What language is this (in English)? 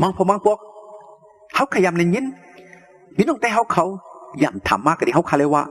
Shan